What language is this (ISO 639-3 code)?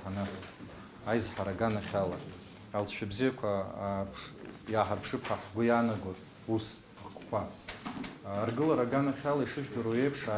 abk